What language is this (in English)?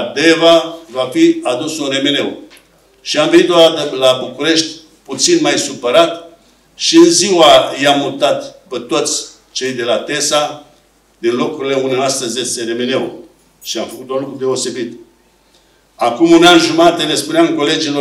Romanian